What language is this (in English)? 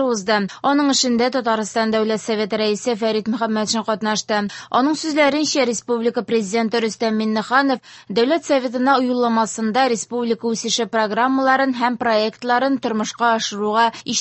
Tatar